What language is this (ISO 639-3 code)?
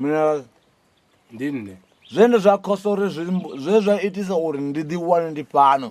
ven